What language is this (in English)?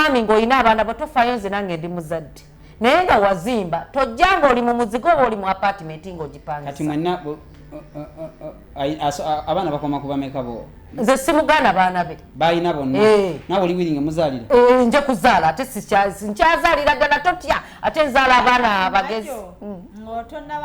Ganda